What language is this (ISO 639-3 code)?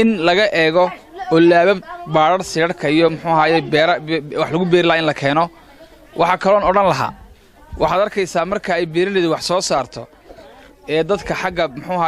som